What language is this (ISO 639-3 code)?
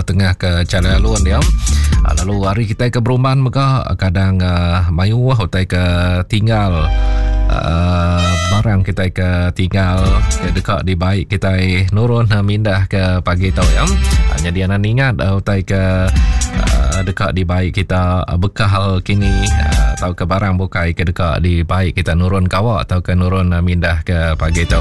iba